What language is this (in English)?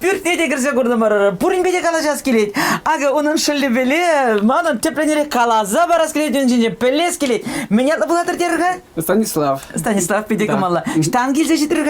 Chuvash